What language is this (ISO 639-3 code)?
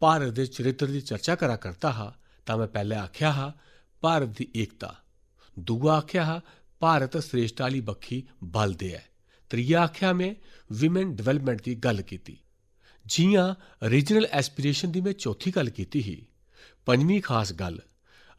doi